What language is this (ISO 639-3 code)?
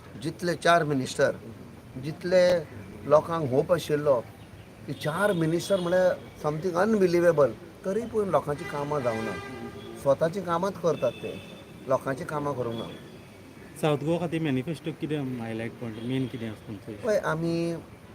kok